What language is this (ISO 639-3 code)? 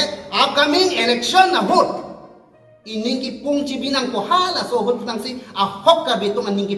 mjw